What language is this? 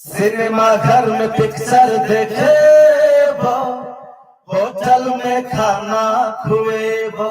Maithili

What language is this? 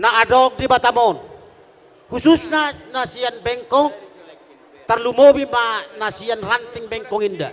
Batak Toba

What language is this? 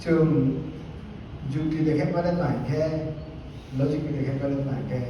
Riang (India)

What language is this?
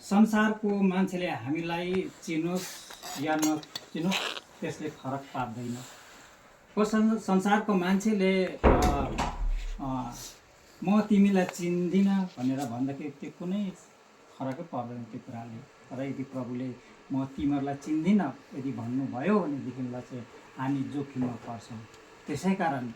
Nepali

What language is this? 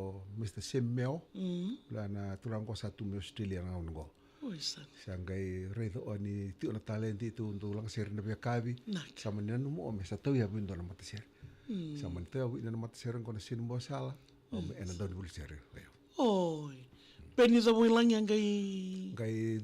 Fijian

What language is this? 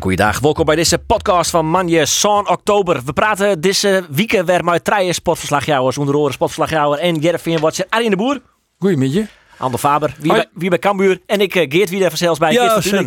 Western Frisian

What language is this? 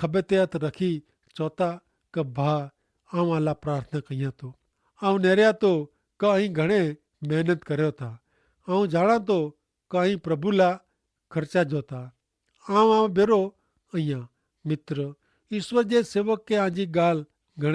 Kachhi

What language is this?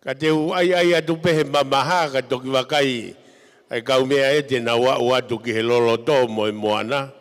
Tongan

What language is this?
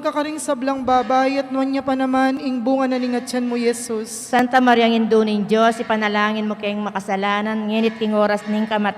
Pampanga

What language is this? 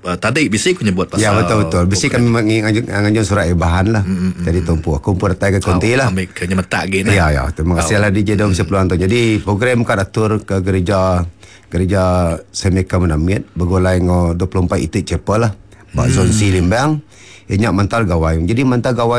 Iban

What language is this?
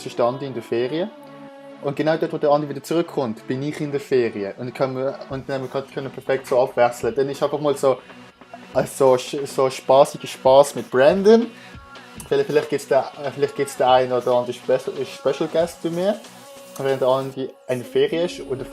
Swiss German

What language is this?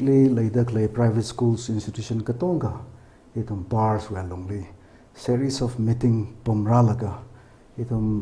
Tangkhul Naga (India)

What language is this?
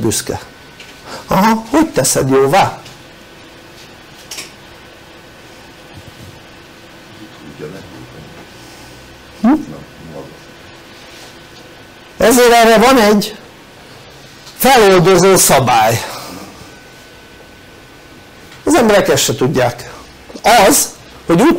Hungarian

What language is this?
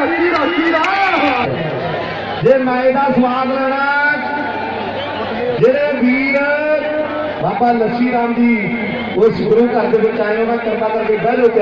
Punjabi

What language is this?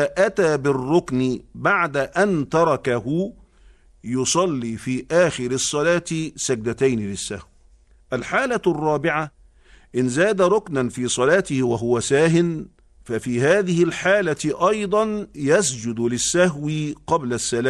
Arabic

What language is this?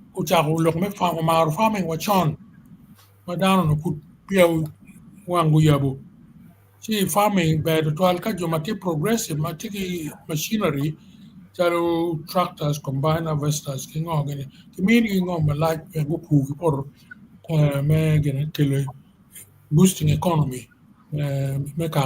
Acoli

